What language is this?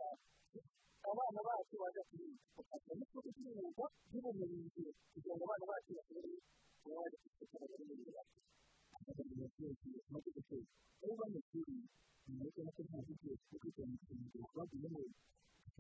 Kinyarwanda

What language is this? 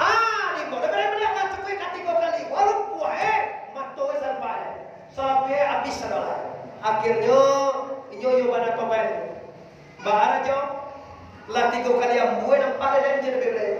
Minangkabau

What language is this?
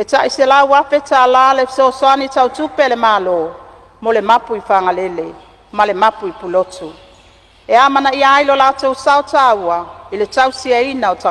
Samoan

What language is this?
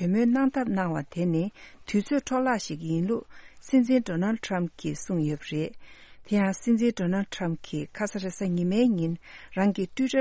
Tibetan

